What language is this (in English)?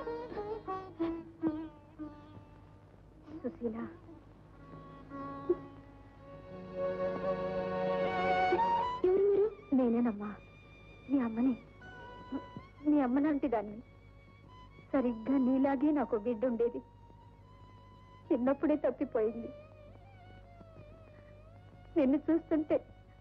Telugu